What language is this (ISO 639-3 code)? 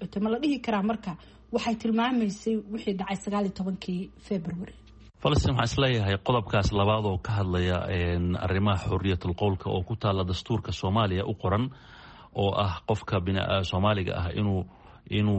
som